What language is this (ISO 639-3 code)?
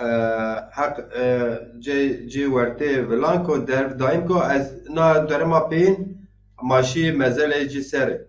zza